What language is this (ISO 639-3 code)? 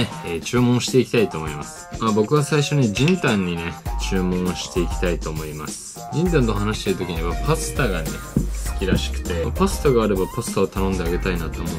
jpn